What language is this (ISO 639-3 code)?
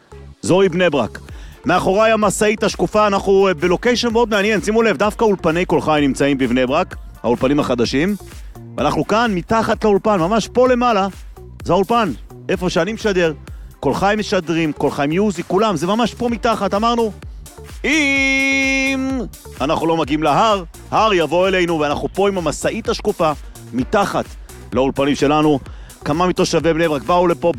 heb